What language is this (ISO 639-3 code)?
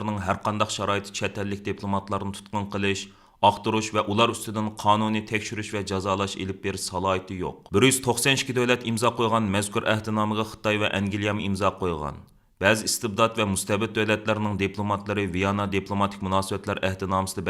uig